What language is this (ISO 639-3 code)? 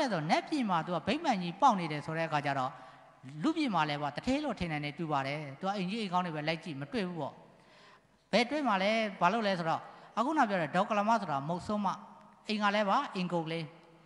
mya